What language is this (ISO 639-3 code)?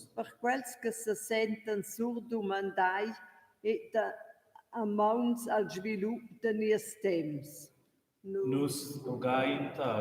roh